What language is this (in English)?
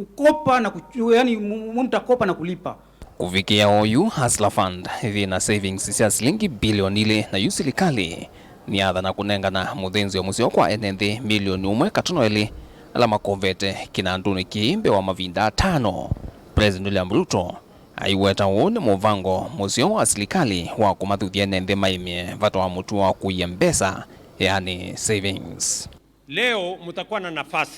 Kamba